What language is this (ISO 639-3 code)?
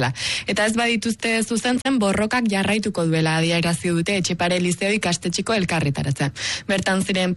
eus